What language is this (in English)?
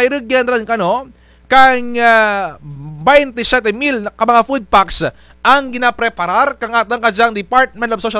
Kinaray-a